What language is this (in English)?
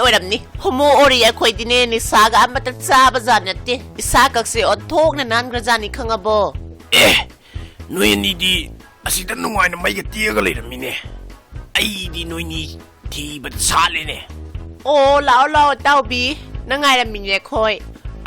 Manipuri